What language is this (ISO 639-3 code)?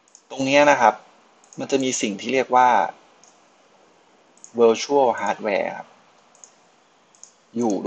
tha